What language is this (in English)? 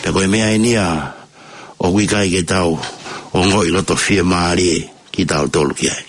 Tongan